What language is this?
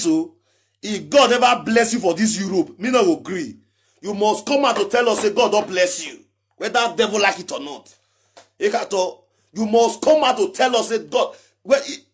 Nigerian Pidgin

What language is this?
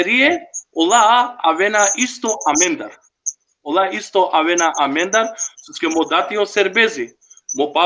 Balkan Romani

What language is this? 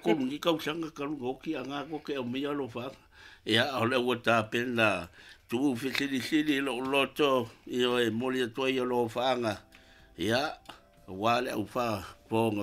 Samoan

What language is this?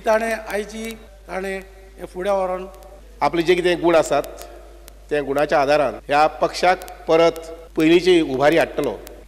Konkani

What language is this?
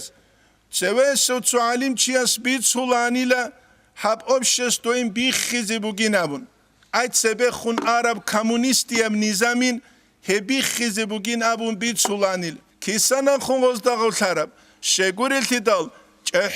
Avaric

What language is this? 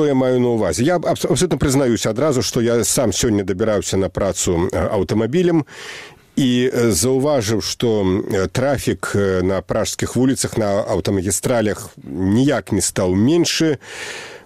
Belarusian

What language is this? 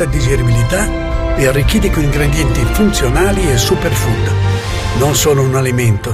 Italian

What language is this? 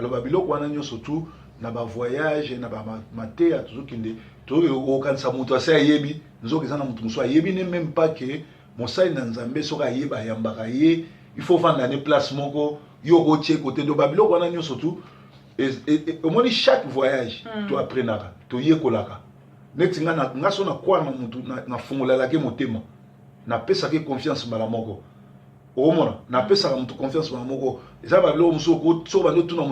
Lingala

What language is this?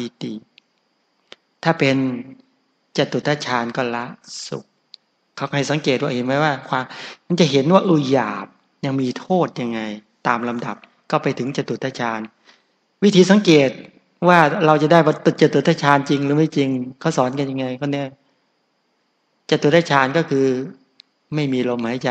Thai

